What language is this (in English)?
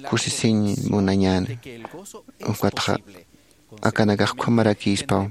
Aymara